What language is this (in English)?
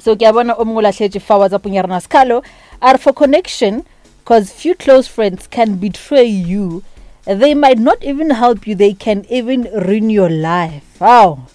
Northern Sotho